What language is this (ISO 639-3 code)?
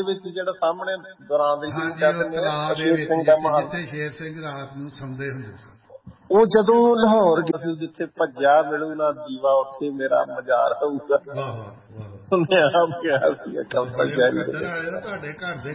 pan